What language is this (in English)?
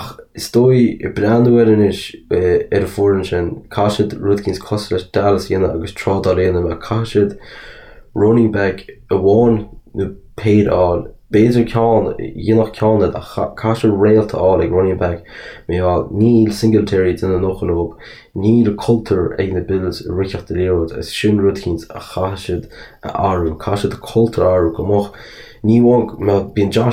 Irish